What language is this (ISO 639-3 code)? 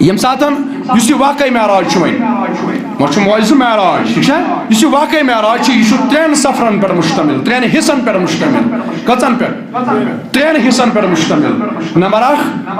kas